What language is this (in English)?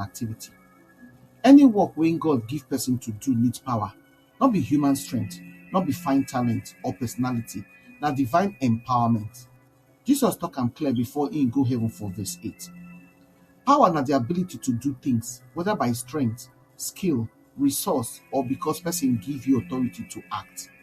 Nigerian Pidgin